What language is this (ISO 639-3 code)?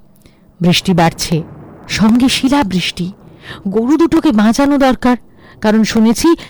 ben